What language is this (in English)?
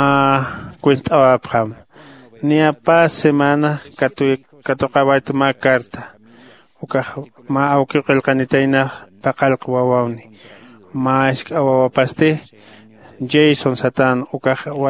Aymara